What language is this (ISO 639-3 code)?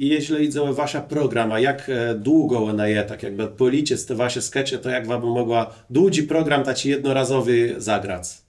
csb